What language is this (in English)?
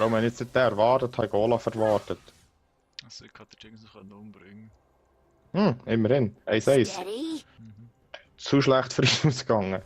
Swiss German